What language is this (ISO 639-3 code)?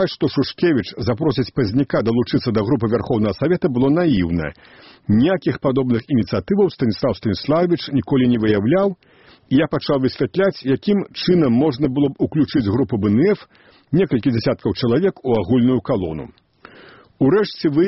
bel